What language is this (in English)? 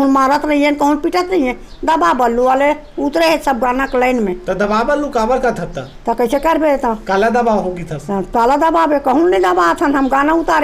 Chhattisgarhi